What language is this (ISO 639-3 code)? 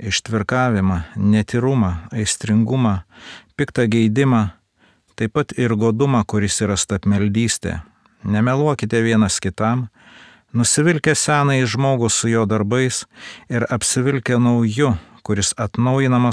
lit